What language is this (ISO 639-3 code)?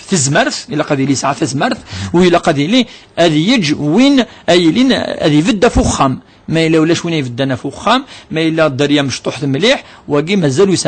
kab